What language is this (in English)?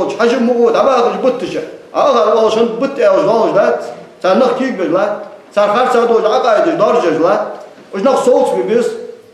Ingush